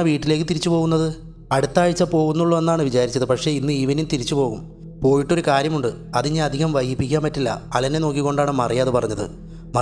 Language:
Malayalam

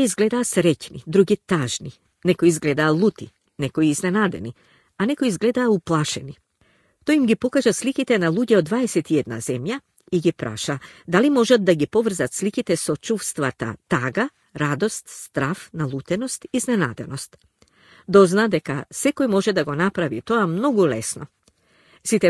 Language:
Macedonian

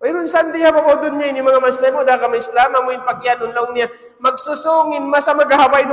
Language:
Tausug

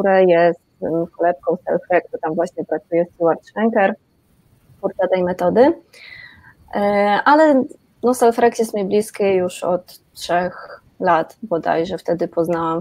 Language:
Polish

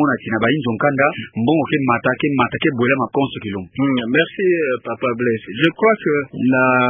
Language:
Kituba (Democratic Republic of Congo)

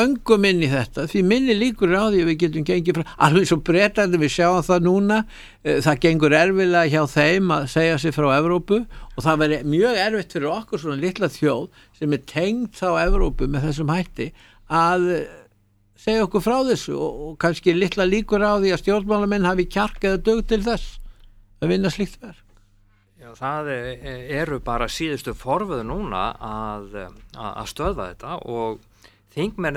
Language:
Icelandic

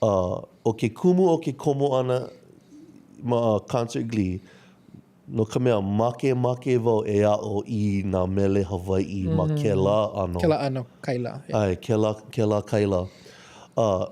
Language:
Hawaiian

